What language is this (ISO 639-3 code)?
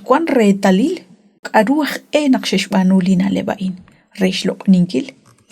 kek